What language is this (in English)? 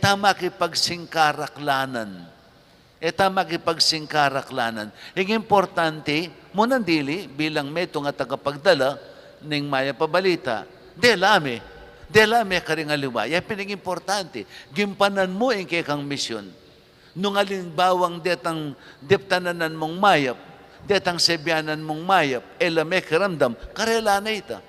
Pampanga